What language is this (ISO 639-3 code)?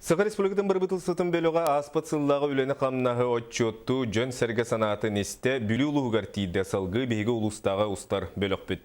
sah